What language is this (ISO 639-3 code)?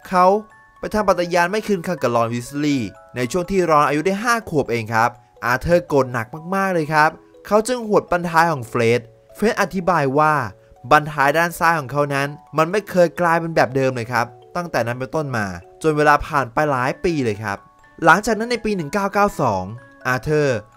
tha